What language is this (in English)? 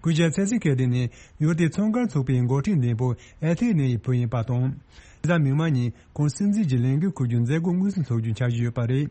Tibetan